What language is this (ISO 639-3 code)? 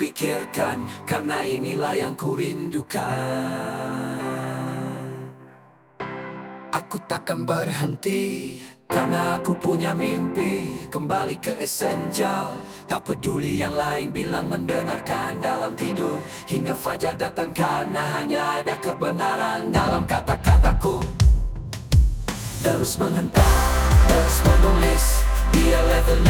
ind